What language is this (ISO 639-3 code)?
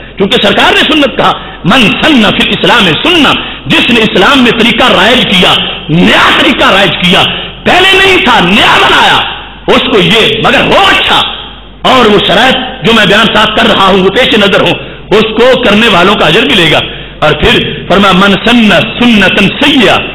urd